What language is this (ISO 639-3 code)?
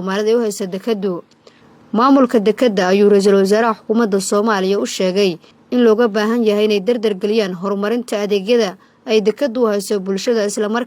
som